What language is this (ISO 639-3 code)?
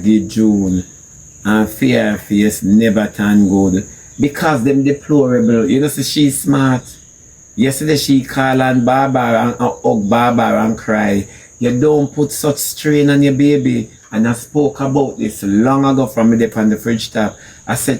jam